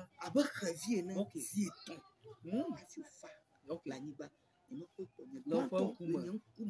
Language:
Ewe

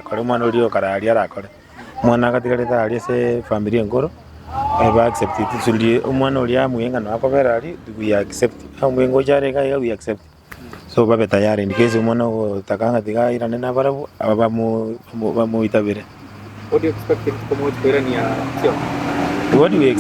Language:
Gusii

